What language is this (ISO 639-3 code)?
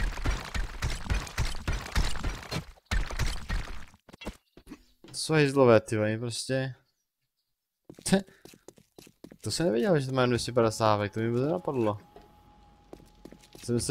ces